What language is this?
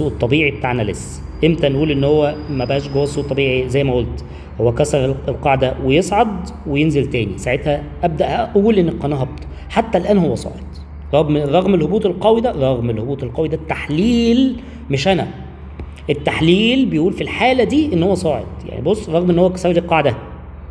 Egyptian Arabic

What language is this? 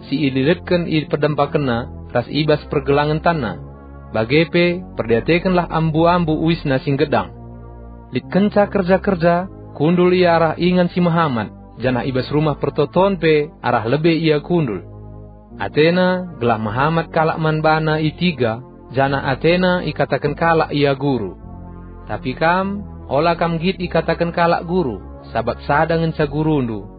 Batak Karo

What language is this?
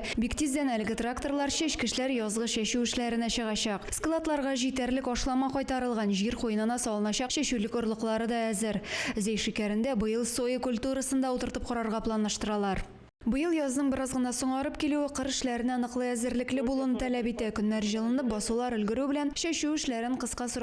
Tatar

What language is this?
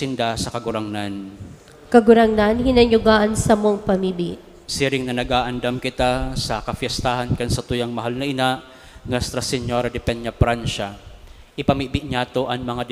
Bikol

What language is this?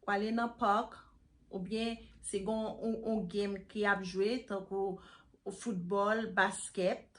Haitian Creole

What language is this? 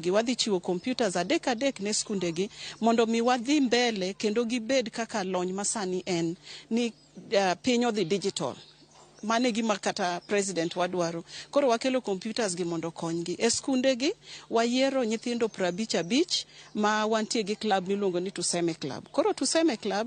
Luo (Kenya and Tanzania)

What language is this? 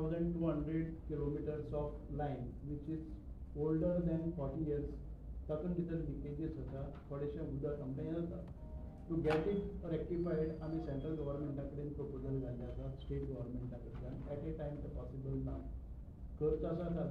Konkani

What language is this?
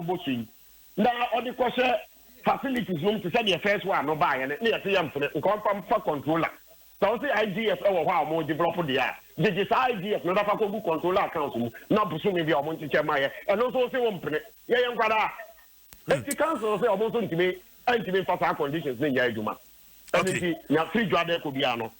Akan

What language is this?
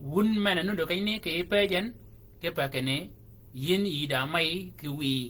Shilluk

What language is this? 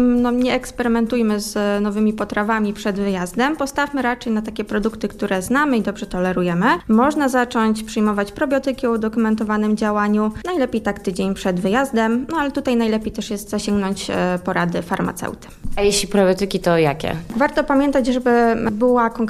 Polish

